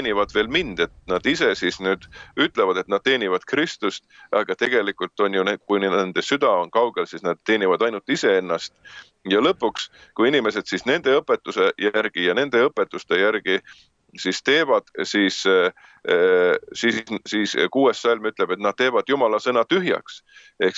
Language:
Estonian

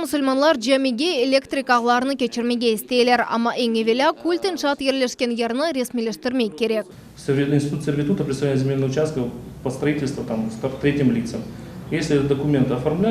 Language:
Crimean Tatar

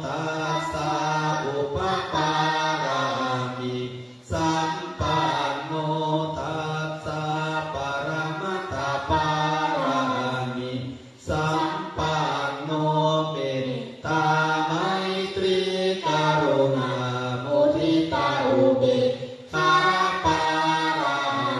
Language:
Pali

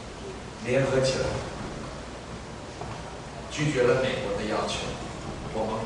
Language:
Chinese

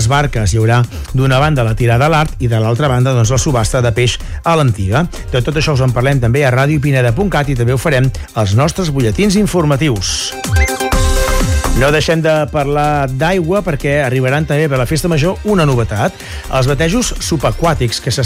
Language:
Catalan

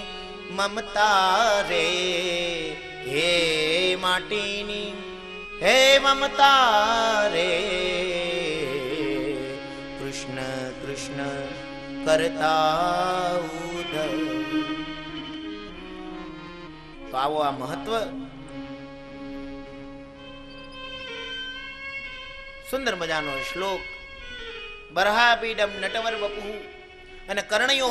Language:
Gujarati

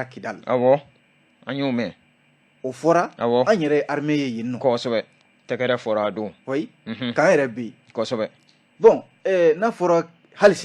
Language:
Bambara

